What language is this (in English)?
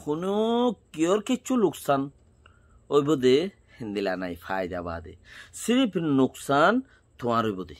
Rohingya